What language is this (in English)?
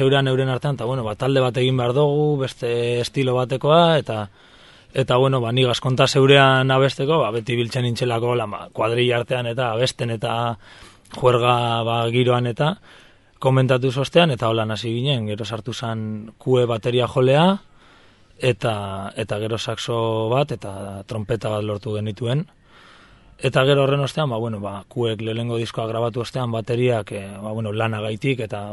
Basque